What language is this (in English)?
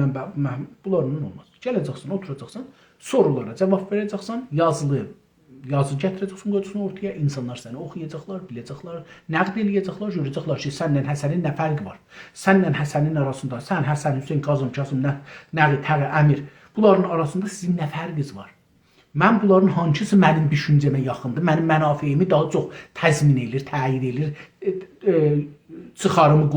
South Azerbaijani